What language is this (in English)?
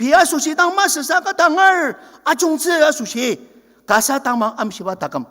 Ao Naga